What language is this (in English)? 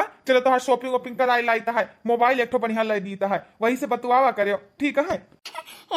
Awadhi